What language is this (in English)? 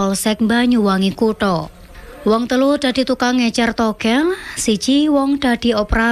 Javanese